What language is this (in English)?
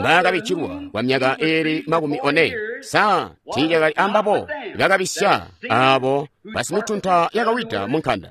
Tonga (Zambia)